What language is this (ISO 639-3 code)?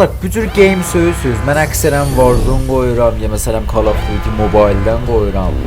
azb